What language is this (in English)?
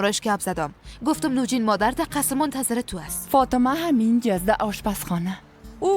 Persian